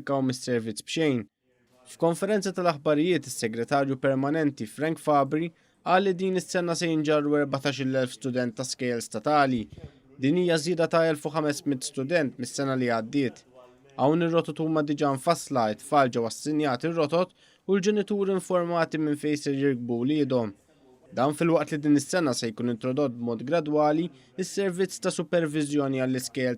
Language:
Maltese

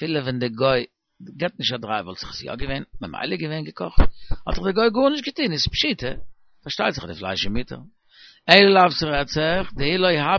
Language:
Yiddish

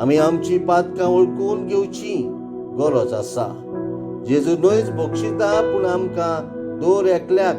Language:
Konkani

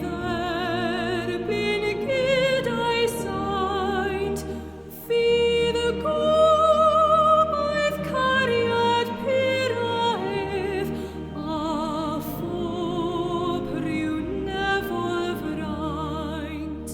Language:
Welsh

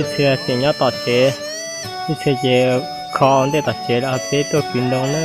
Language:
Hmong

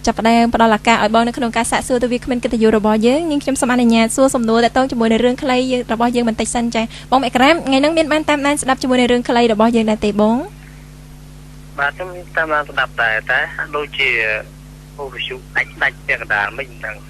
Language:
Khmer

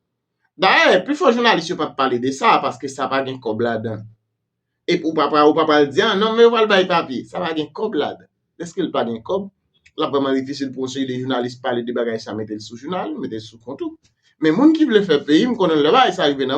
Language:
Haitian Creole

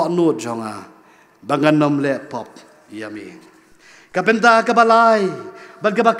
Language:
Khasi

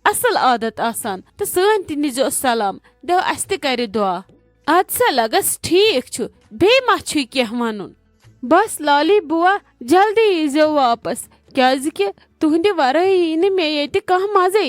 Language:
Kashmiri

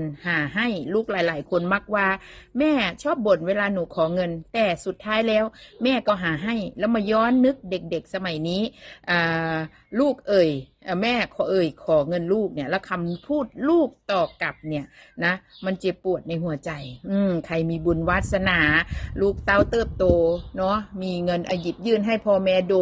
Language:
Northeastern Thai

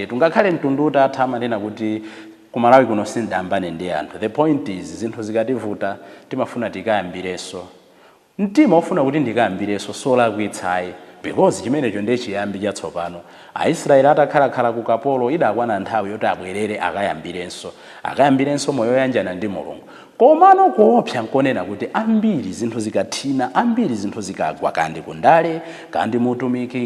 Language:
Nyanja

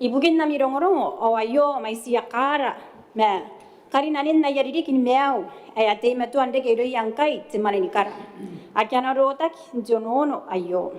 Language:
Gilbertese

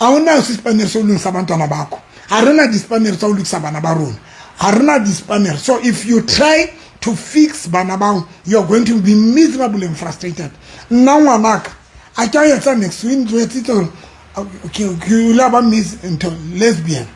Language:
Southern Sotho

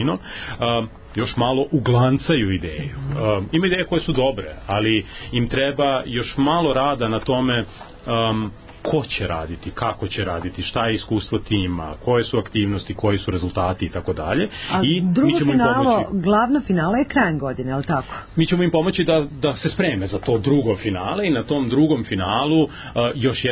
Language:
Serbian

